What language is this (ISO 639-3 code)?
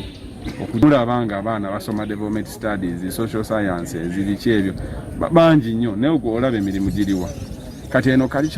lug